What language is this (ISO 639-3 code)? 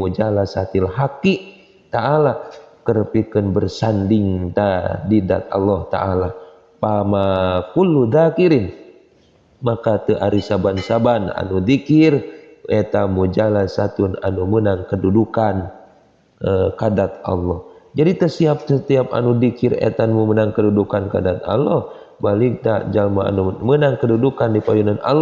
sun